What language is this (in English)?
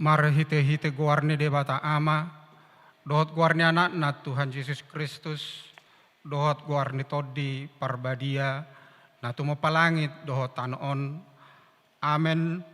Batak Toba